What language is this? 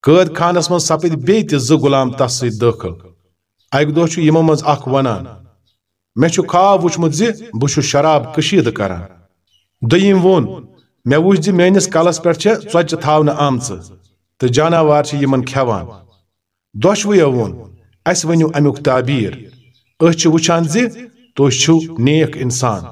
Kashmiri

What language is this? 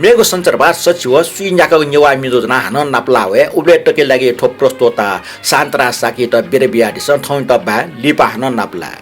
Newari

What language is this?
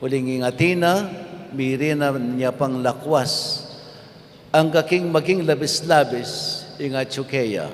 Pampanga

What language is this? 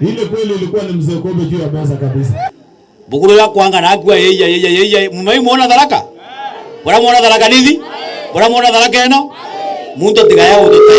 Meru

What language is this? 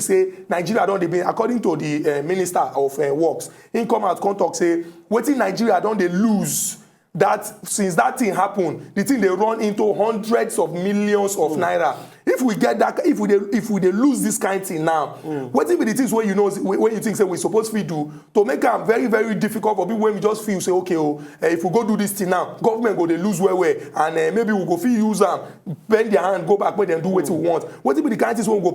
Nigerian Pidgin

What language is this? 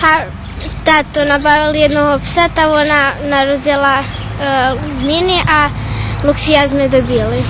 Rusyn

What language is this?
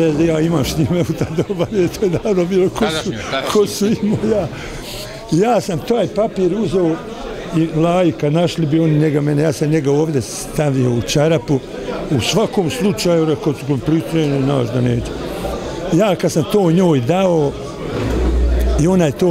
Bosnian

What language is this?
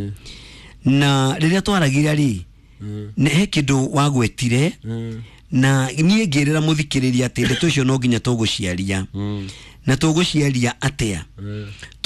Kikuyu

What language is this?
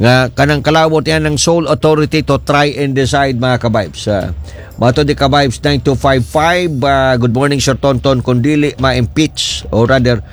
Cebuano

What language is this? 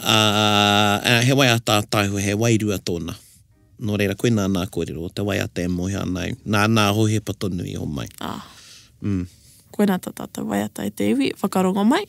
Māori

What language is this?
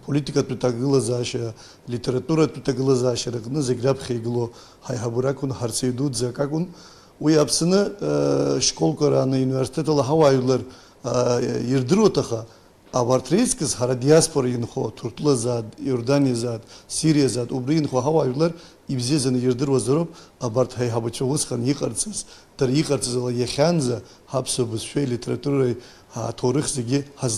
Abkhazian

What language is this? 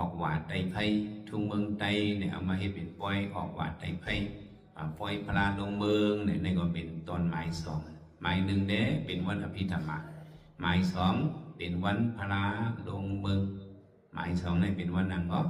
Shan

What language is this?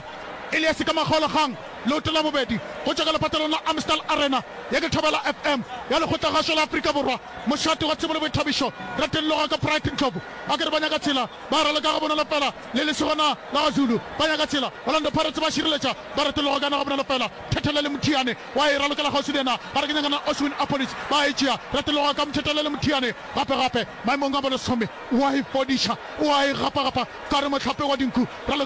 Northern Sotho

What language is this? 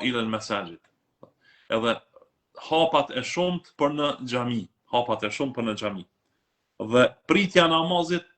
Albanian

